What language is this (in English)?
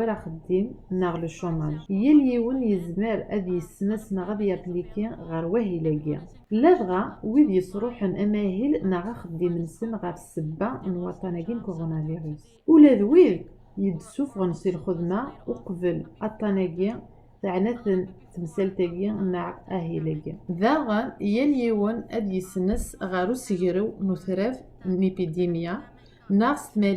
Kabyle